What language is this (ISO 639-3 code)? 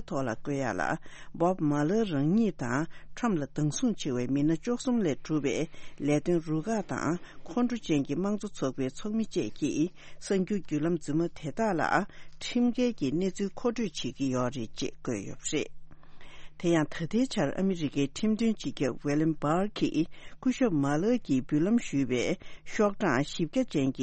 bod